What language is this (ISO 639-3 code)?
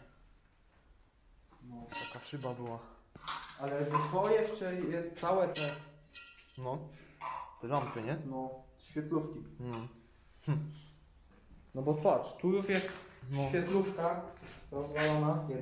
pol